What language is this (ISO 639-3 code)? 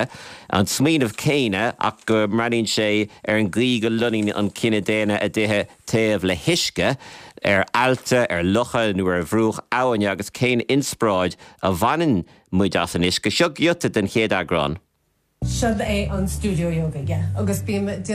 gle